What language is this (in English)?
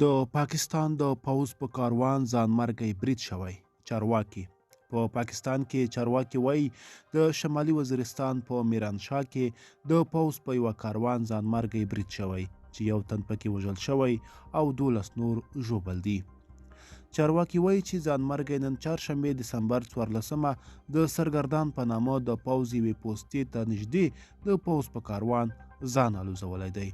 Pashto